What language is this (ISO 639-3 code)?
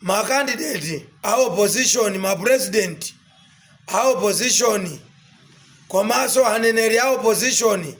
nya